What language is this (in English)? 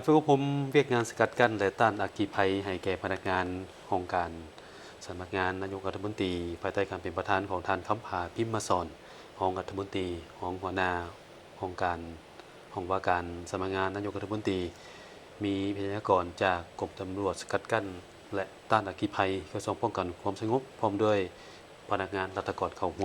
Lao